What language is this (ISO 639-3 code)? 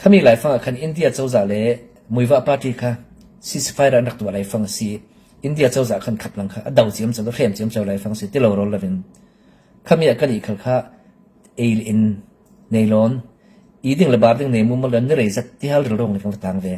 cfm